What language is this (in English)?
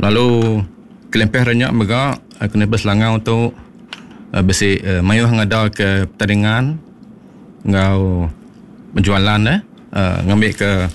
Iban